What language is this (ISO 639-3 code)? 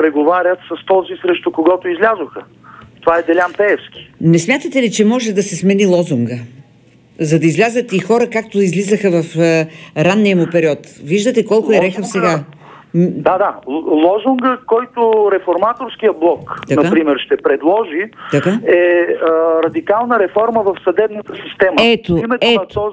bul